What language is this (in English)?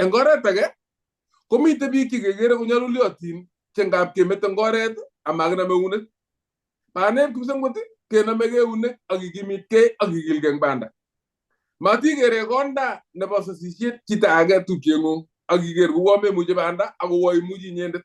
Kalenjin